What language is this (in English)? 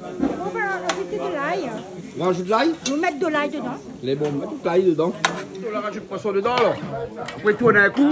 Réunion Creole French